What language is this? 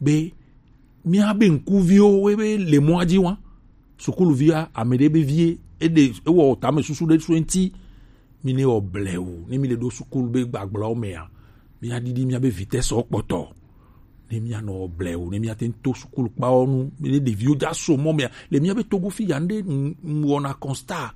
Gen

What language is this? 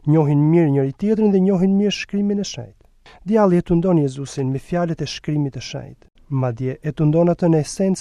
Albanian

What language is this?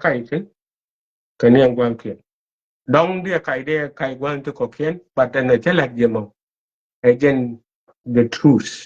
Nuer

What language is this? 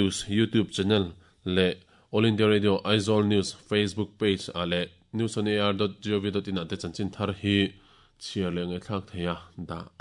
Mizo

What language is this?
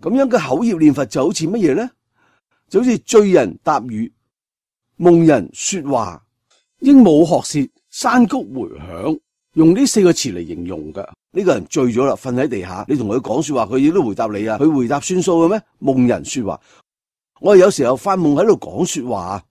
Cantonese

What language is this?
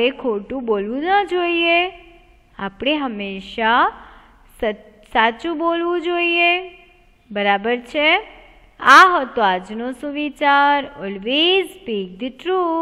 Gujarati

